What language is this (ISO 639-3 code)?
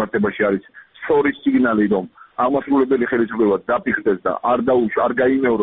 kat